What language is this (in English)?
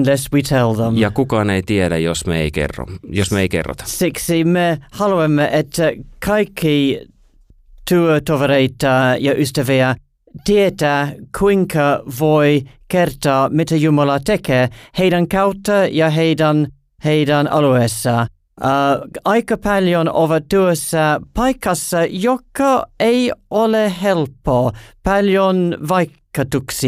Finnish